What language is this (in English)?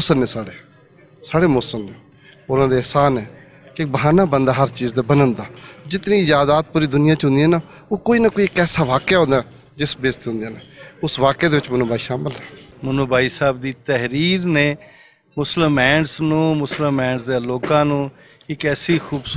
Western Panjabi